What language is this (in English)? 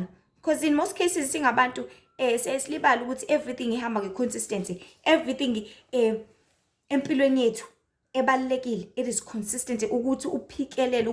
Zulu